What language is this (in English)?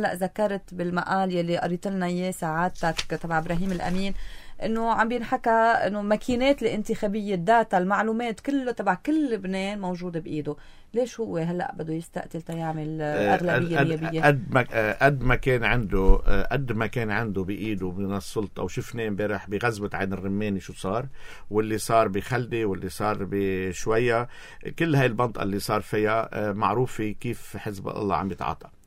North Levantine Arabic